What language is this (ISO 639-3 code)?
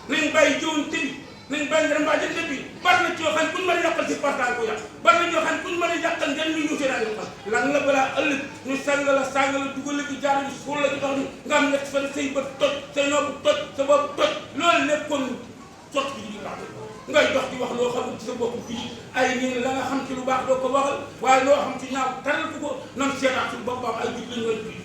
wol